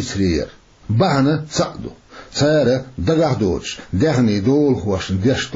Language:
Chechen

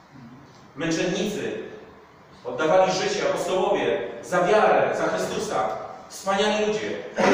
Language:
Polish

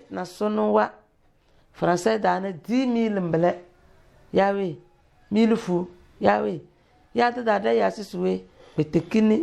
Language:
Tem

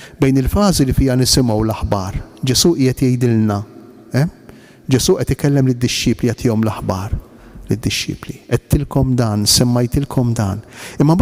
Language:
Maltese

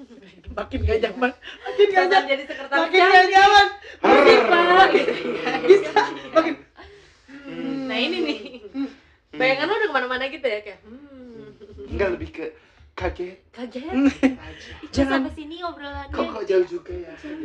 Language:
Indonesian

